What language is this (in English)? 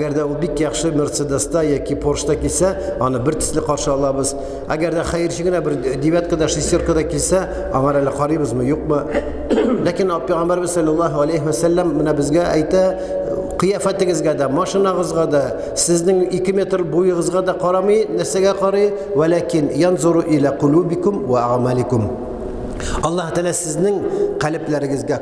Tatar